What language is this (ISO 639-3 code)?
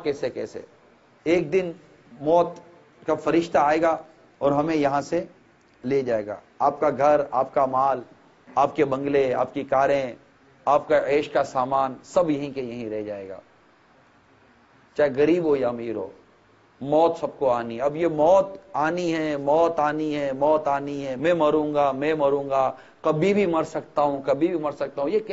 urd